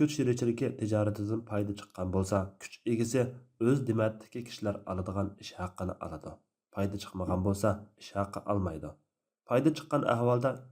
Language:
Uyghur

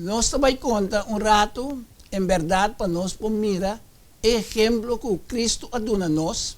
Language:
Papiamento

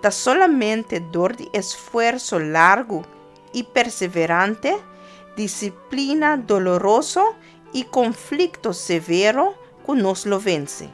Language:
Papiamento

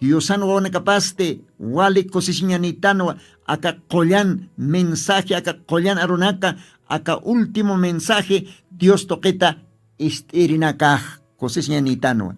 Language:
Aymara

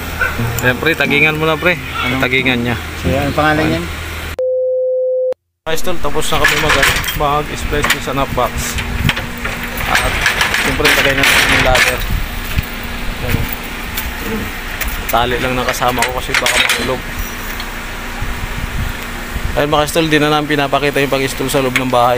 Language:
Filipino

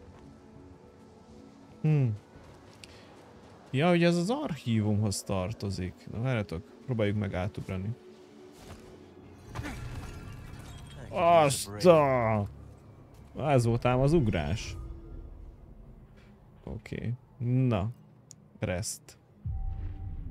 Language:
Hungarian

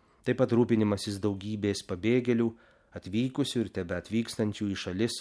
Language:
Lithuanian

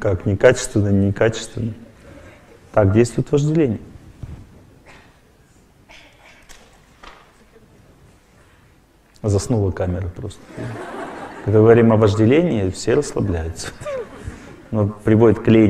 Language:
Russian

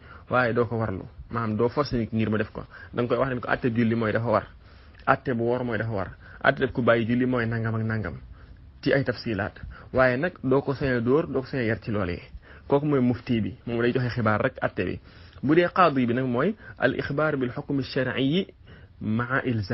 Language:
Wolof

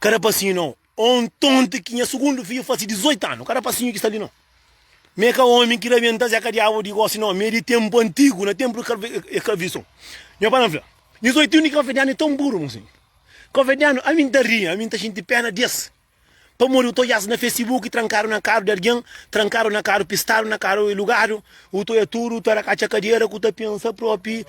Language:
Kabuverdianu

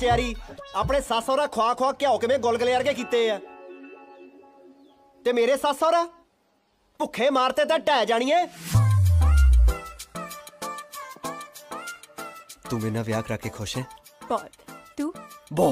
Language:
Punjabi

